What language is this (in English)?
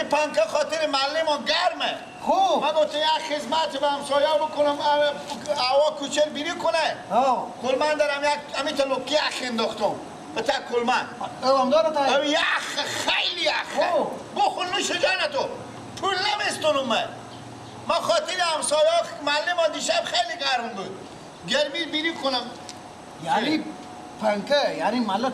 Persian